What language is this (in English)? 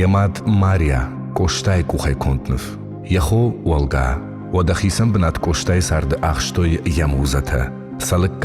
Ossetic